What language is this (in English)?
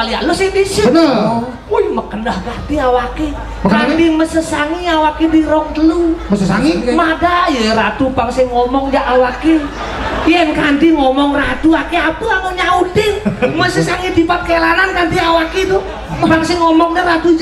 Balinese